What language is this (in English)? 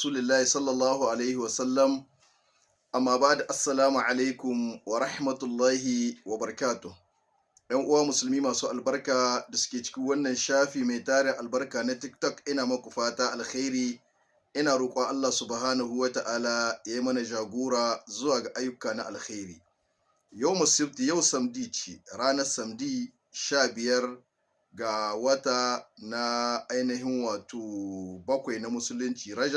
Hausa